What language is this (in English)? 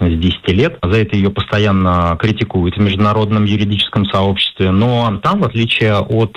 Russian